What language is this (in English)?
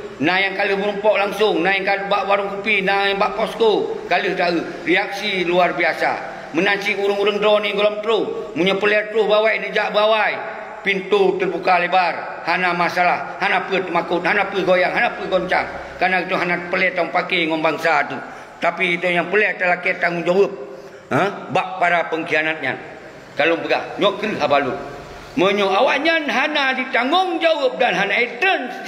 Achinese